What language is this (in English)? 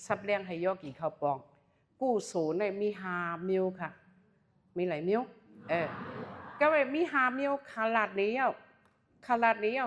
Shan